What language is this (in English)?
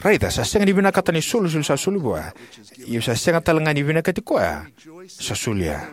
Fijian